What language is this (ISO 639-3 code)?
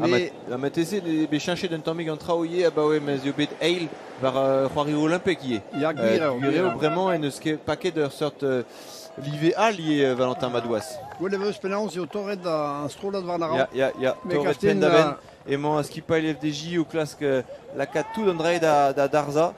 bre